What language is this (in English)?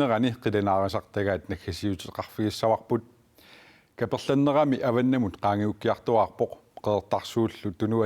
Kalaallisut